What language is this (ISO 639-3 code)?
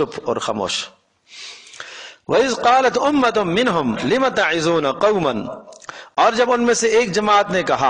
urd